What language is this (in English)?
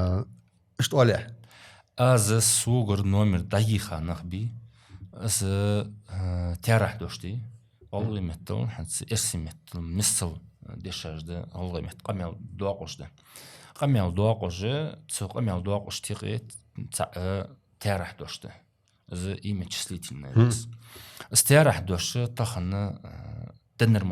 Ingush